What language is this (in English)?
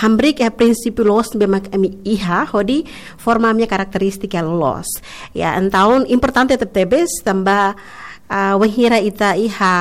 Tetum